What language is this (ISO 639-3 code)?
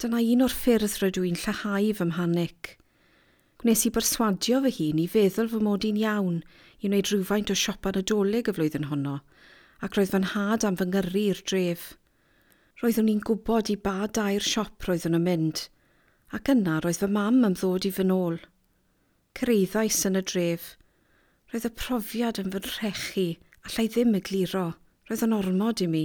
cym